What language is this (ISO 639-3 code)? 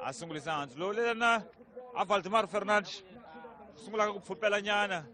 tso